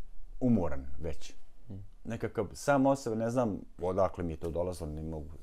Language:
Bosnian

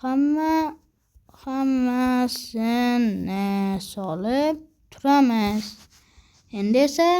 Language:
Uzbek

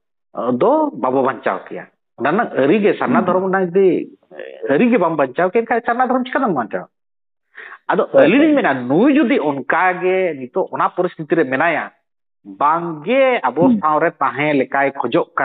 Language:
Santali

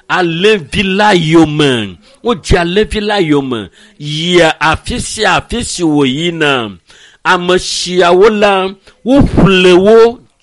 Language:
Ewe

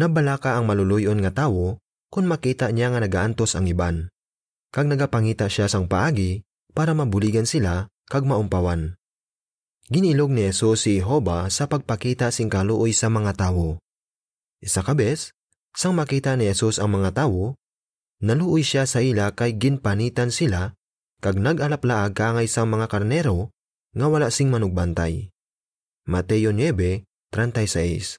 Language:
Hiligaynon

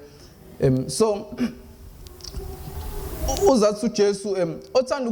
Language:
Zulu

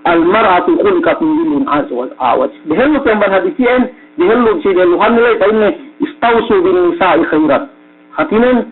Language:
Yakan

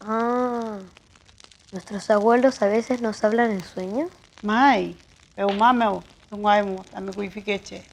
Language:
Mapuche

